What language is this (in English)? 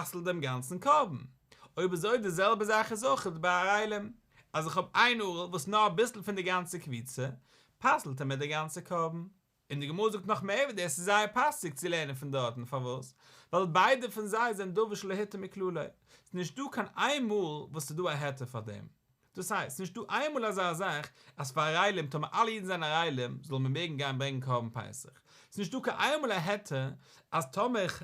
Yiddish